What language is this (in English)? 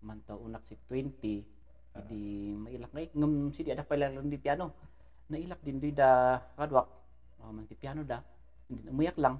Kankanaey